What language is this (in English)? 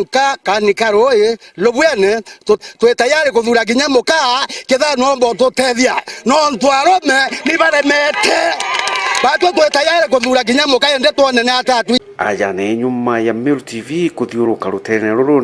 Meru